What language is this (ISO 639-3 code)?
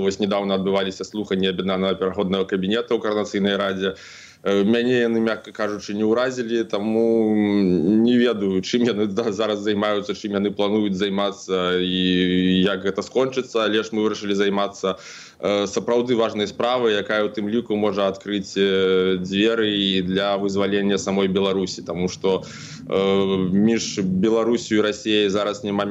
bel